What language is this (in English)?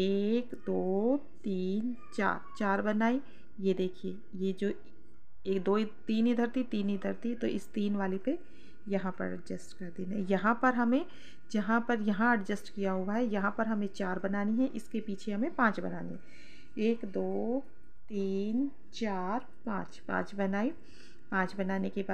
Hindi